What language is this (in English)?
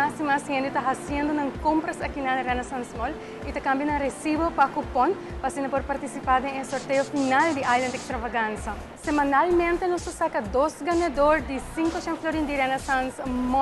Papiamento